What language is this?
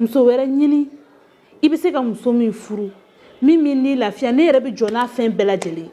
Bambara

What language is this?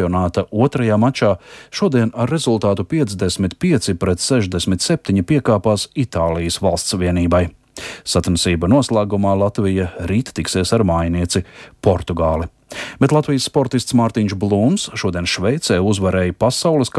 Latvian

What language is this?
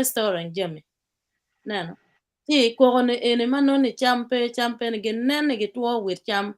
Acoli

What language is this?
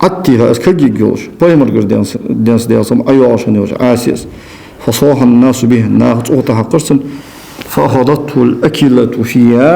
Ingush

